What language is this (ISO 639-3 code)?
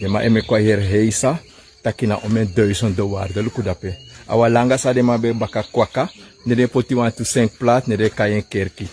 srn